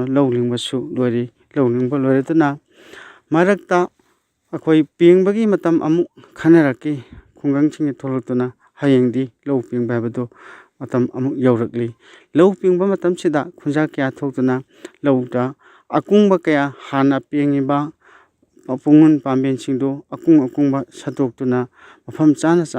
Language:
Manipuri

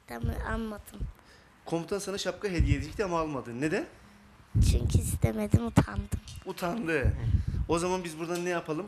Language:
Turkish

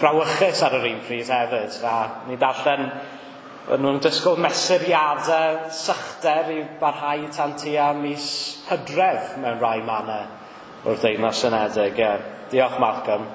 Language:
Welsh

